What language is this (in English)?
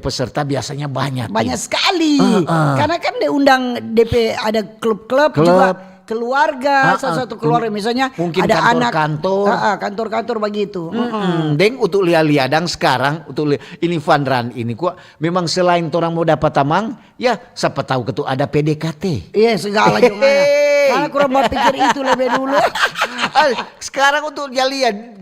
Manado Malay